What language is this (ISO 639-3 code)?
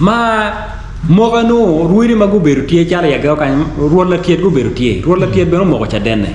ach